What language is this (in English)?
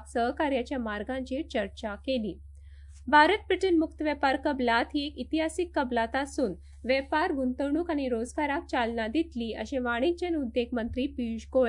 Konkani